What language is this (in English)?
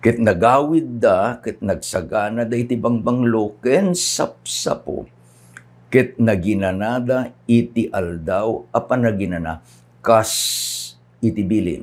Iloko